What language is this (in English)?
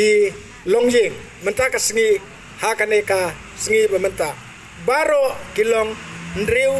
Khasi